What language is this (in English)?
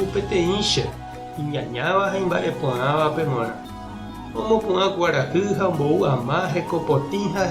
Guarani